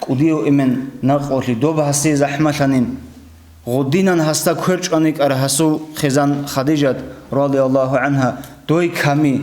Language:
Avaric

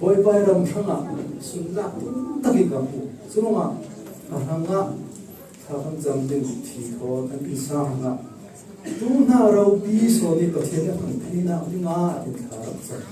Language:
Falam Chin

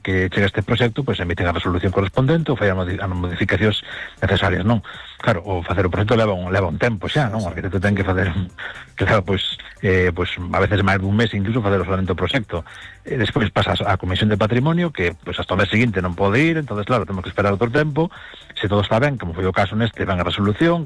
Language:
Galician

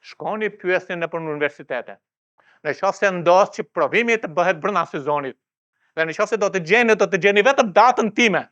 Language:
Albanian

